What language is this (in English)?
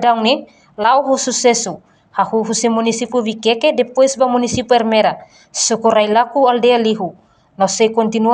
Tetum